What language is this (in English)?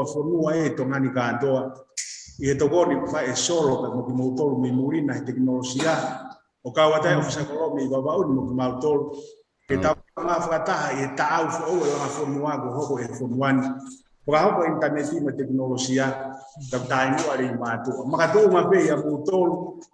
Tongan